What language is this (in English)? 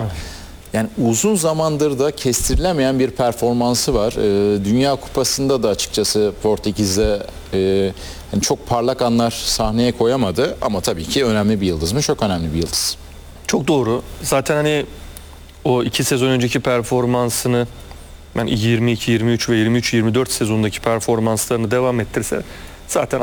Turkish